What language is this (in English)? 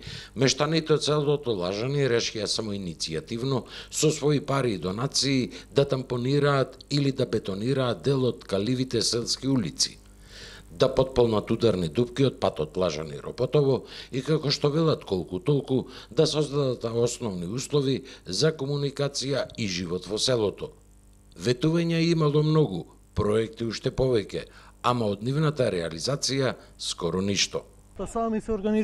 Macedonian